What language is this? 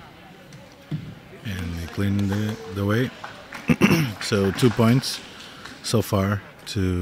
English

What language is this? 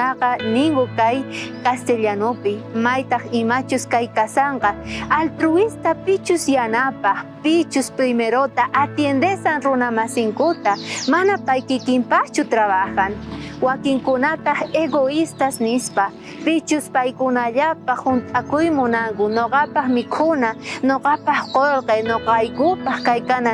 South Bolivian Quechua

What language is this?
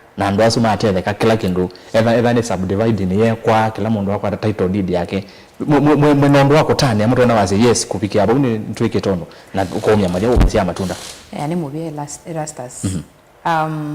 Kamba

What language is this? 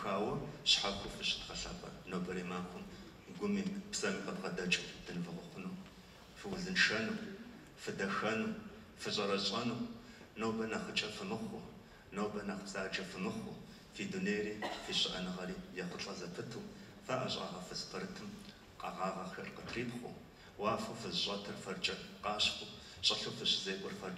Kabardian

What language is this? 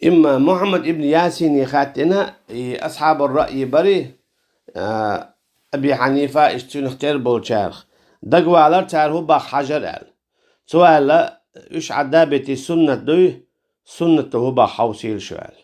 Chechen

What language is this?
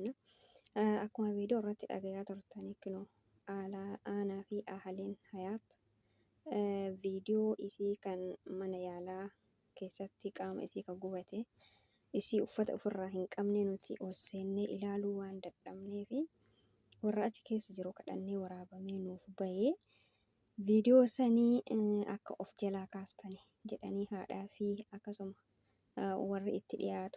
Oromo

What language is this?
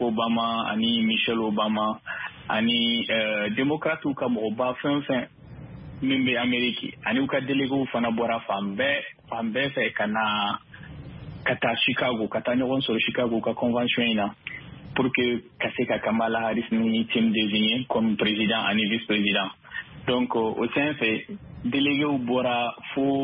Bambara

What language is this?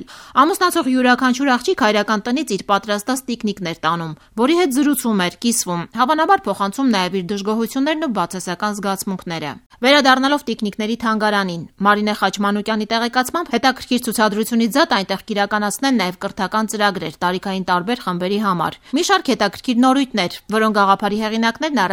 Armenian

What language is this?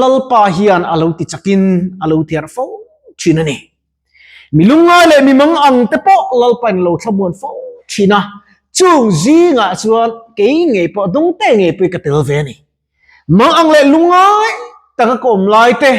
Mizo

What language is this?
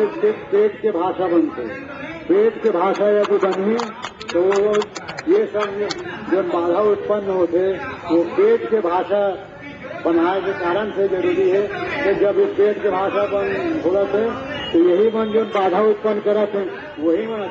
Chhattisgarhi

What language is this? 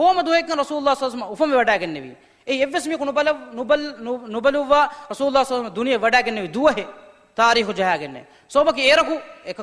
Divehi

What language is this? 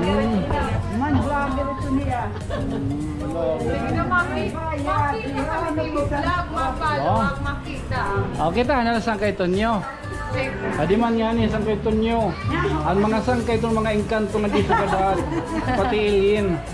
Waray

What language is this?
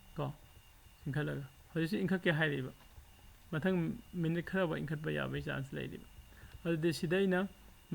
Manipuri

